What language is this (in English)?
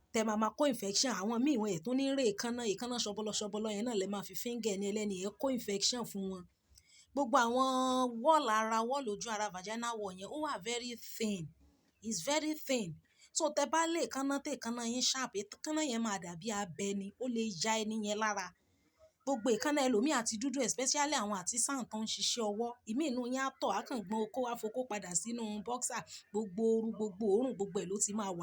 Yoruba